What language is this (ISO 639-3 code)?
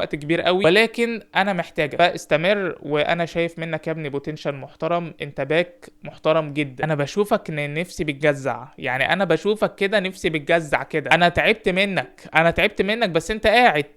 arz